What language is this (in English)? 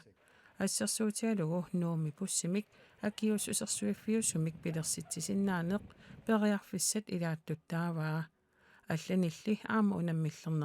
Kalaallisut